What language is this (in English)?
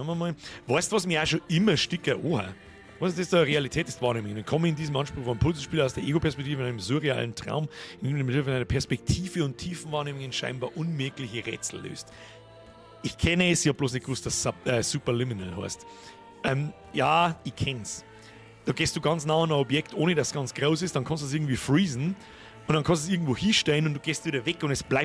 Bavarian